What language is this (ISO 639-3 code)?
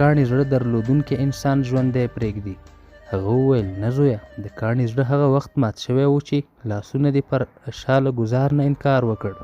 pus